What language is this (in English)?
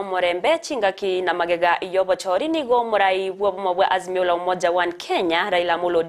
Gusii